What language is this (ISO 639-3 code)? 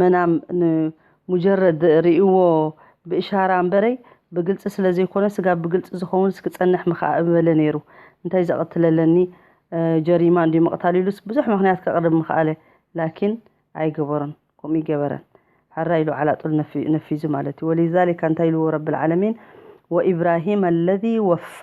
tir